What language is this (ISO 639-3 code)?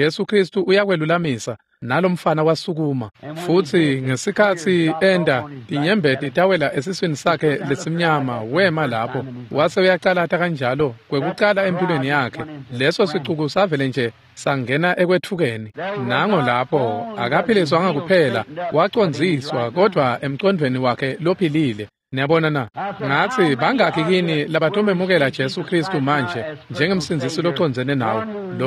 ssw